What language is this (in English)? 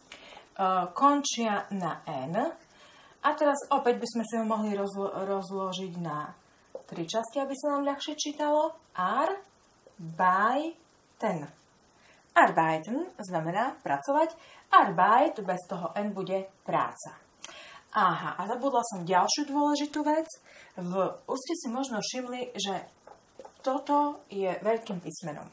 Slovak